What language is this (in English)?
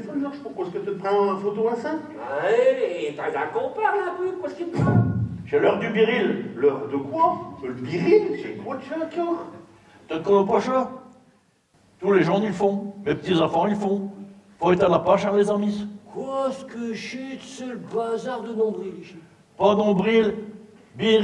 Picard